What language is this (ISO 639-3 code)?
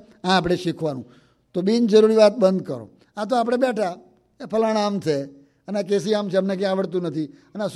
guj